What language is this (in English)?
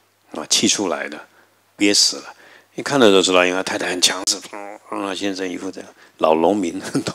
Chinese